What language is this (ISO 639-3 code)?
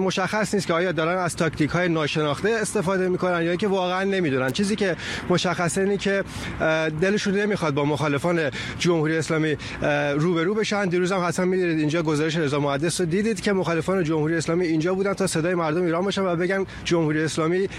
fas